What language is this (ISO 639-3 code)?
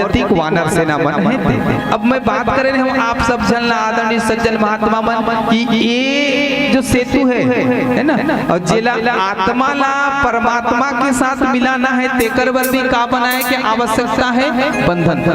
hne